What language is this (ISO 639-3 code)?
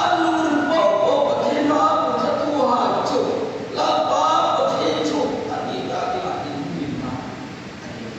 hmr